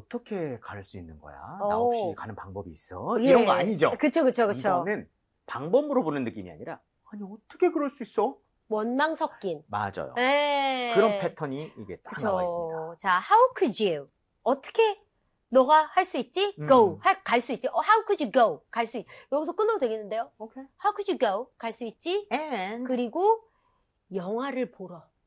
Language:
Korean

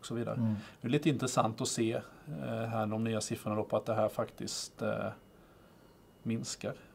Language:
Swedish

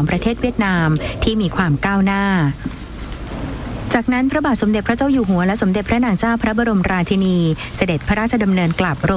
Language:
Thai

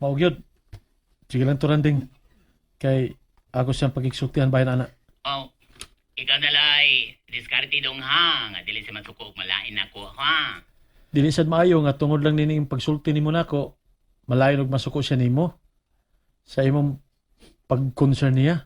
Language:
Cebuano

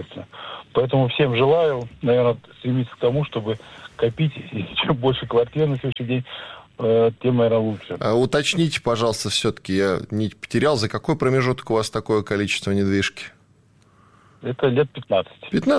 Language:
Russian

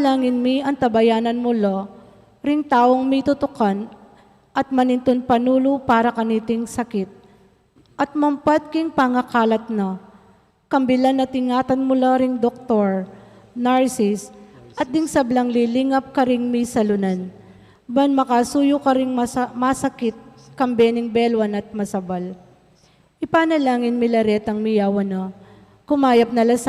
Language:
Pampanga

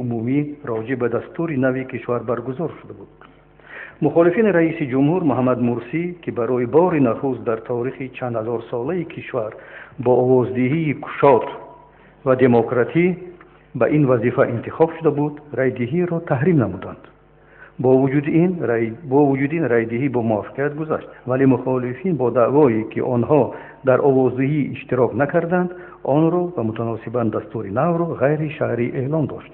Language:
Tajik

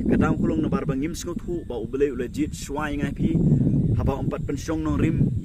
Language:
Khasi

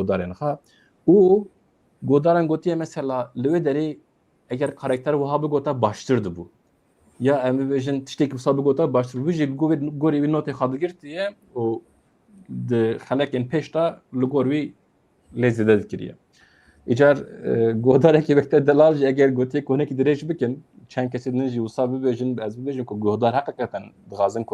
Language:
Kurdish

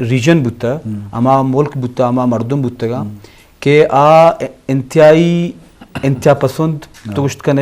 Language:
Eastern Balochi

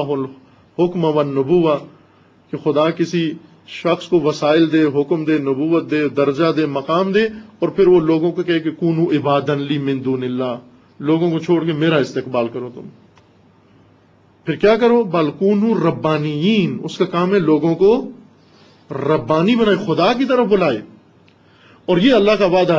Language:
Urdu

